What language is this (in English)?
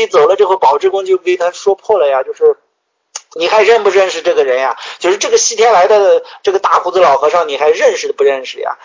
Chinese